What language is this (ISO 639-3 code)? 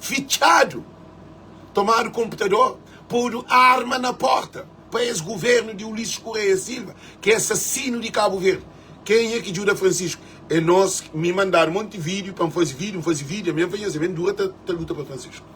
kea